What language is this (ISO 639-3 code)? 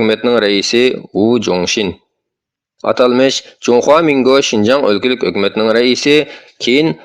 uig